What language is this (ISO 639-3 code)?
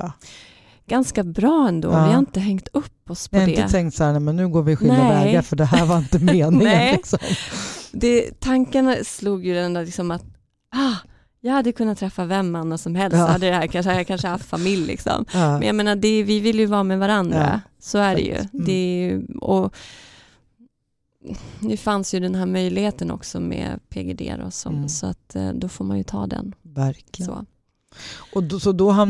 swe